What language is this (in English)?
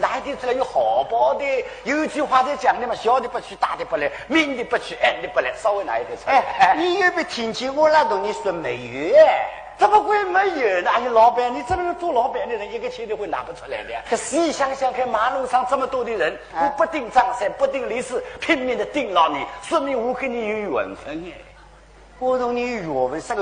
Wu Chinese